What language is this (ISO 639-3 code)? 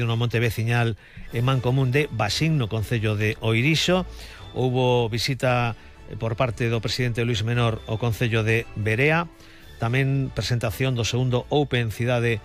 glg